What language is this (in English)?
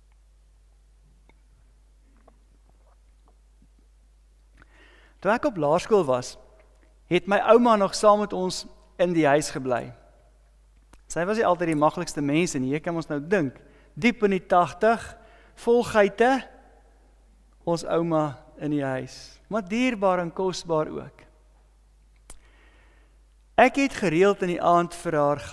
Afrikaans